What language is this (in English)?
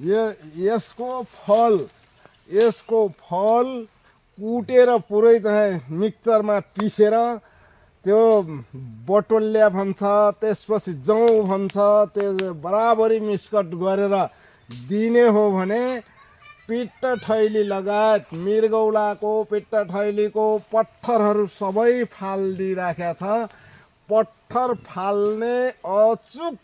Nepali